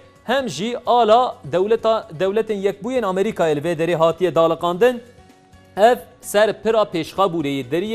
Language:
Kurdish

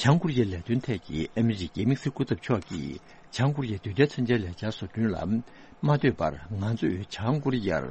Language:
Tibetan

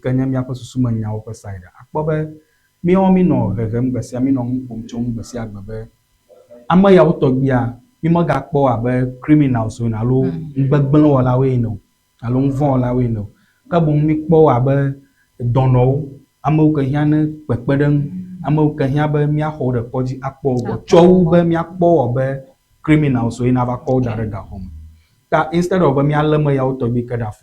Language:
Ewe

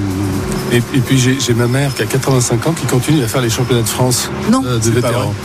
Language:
French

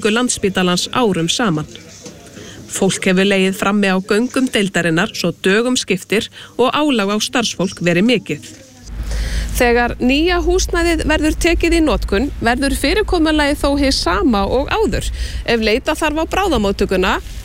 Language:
Icelandic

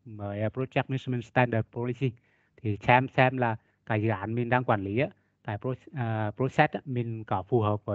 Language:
Vietnamese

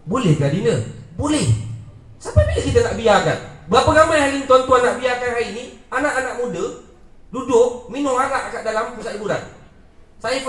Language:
Malay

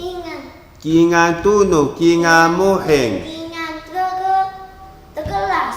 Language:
Taroko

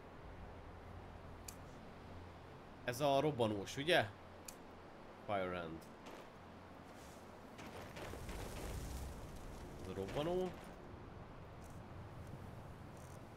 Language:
Hungarian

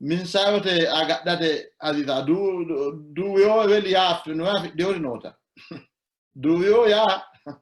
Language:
Sidamo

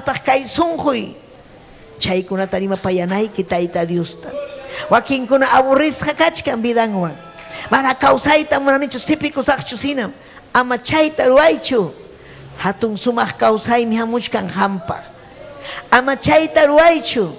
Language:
Ayacucho Quechua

